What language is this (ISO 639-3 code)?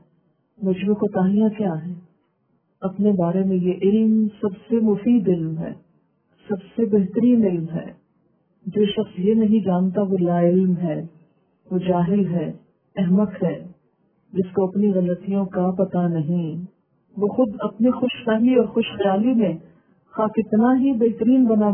urd